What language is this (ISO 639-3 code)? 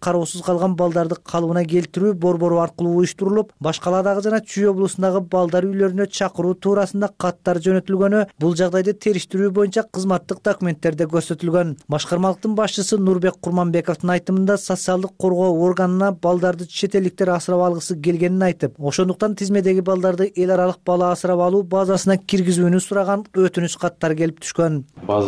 kir